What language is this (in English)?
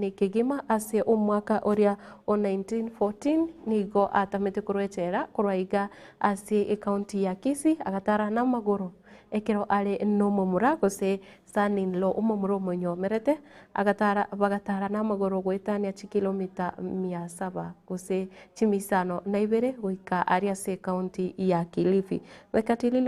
Gusii